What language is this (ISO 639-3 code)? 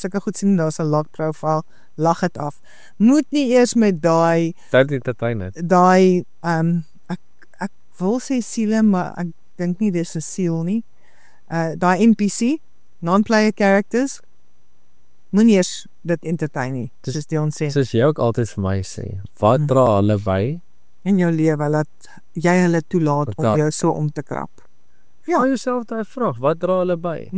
afr